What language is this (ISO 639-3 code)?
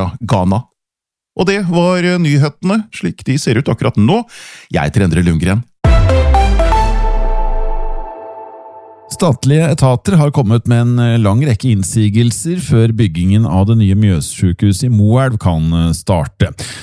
nor